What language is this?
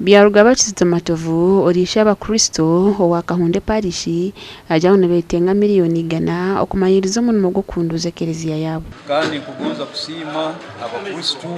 Nyankole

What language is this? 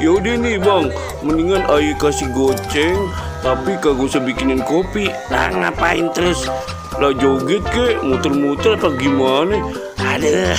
Betawi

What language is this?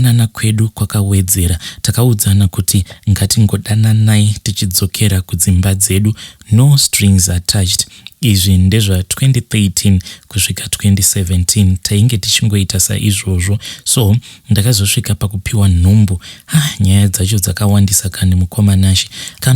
Shona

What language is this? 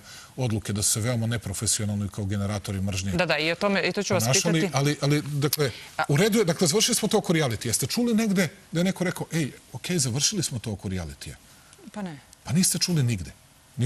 Serbian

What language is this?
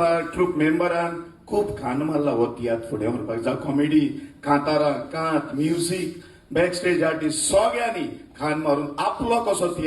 Konkani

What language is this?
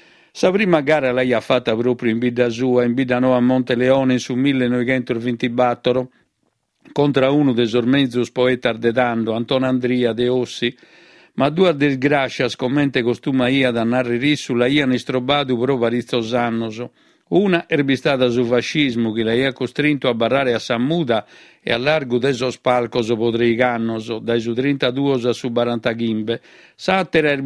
Sardinian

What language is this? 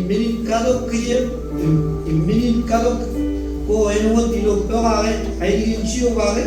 Marshallese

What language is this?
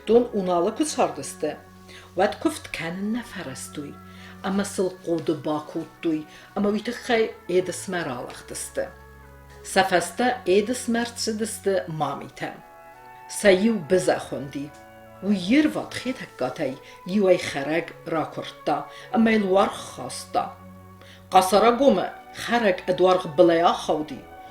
Ossetic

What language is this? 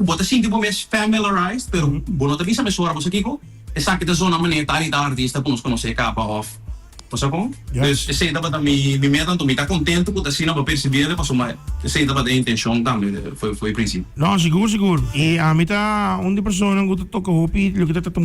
Papiamento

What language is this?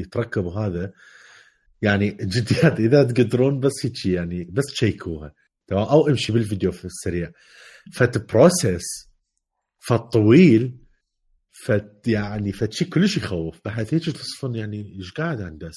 Mesopotamian Arabic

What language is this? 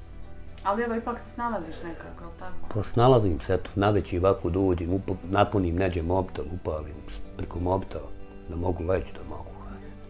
Bosnian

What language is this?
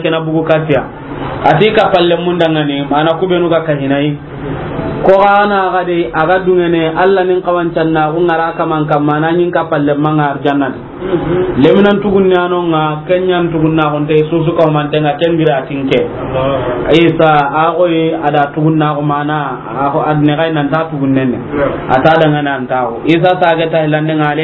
Soninke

